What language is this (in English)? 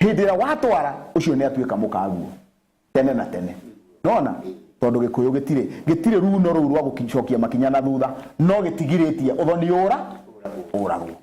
Kikuyu